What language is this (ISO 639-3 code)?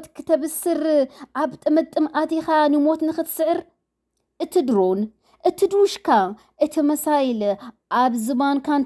tir